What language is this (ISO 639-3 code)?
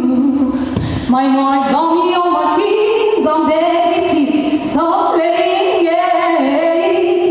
chv